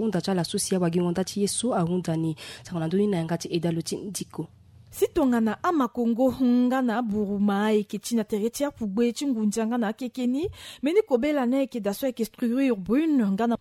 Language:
Sango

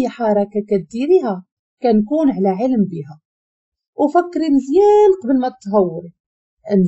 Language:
Moroccan Arabic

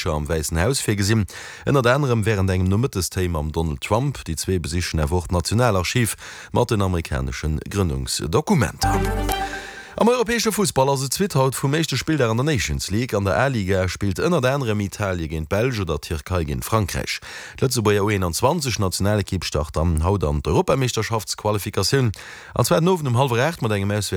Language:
Luxembourgish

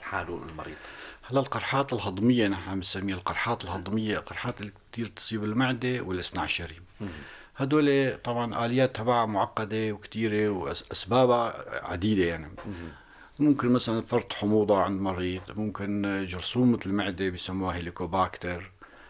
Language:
North Levantine Arabic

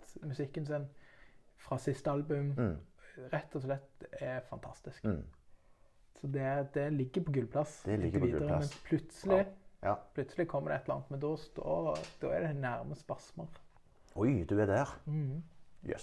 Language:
Norwegian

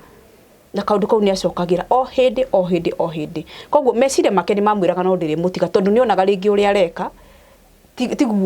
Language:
Kikuyu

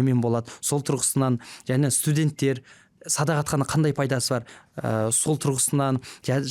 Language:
Kazakh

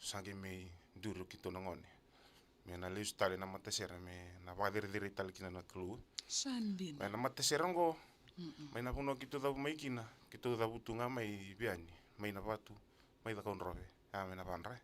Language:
Fijian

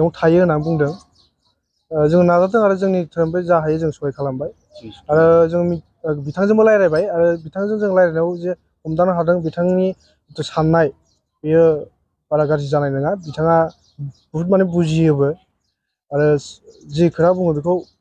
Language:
Bodo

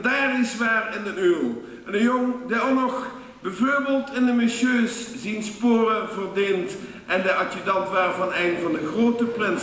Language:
Limburgish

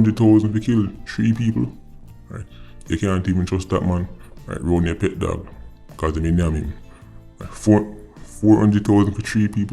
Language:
Jamaican Creole English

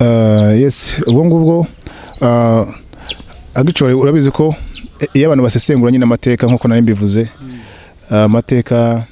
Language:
Kinyarwanda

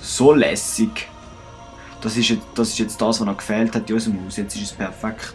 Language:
Swiss German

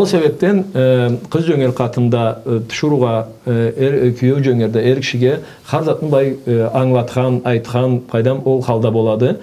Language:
Karachay-Balkar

